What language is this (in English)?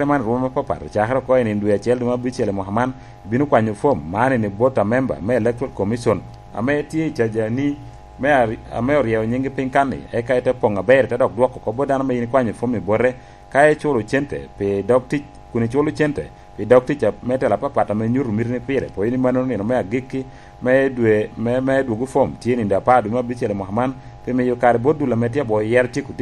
Lango (Uganda)